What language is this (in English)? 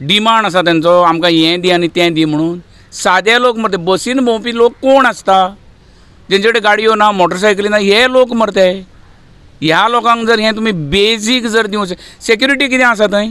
Konkani